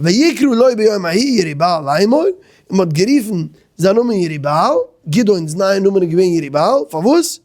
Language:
Yiddish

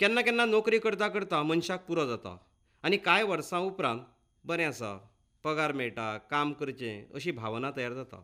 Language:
Konkani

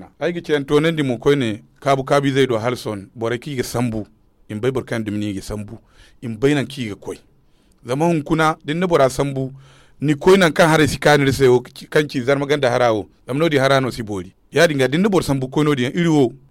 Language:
Zarma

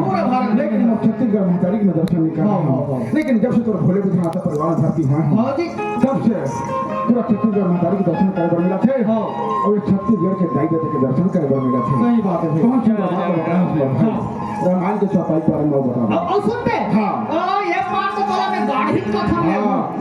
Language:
Chhattisgarhi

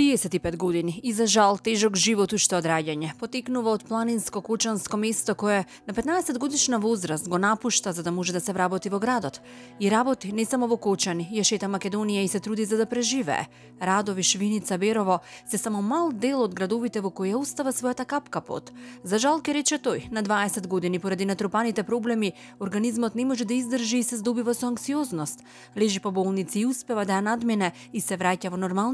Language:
Macedonian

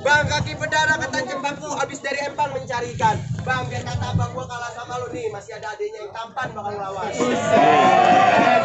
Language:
Betawi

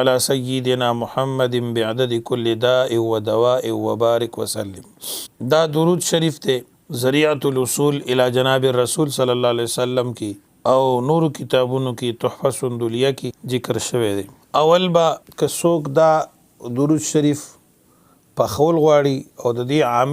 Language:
Pashto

